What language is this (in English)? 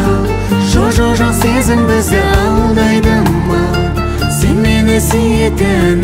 Kazakh